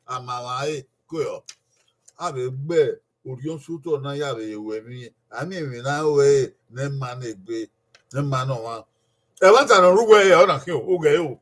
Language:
Bini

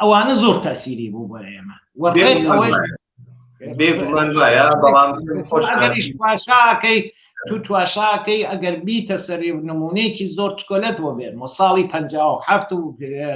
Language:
Central Kurdish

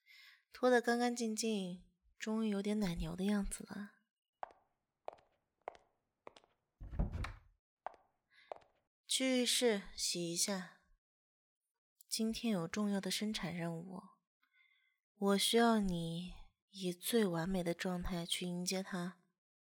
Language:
Chinese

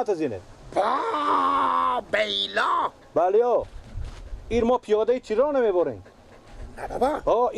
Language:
Persian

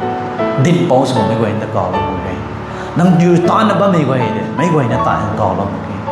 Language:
Rongmei Naga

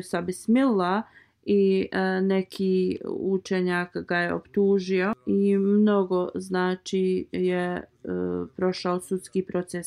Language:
Bosnian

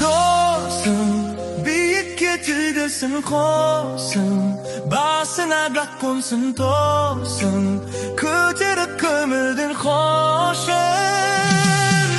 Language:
Kara-Kalpak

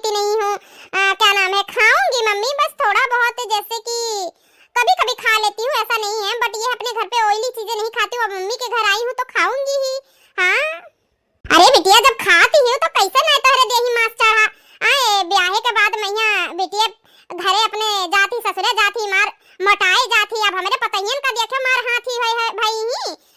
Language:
Awadhi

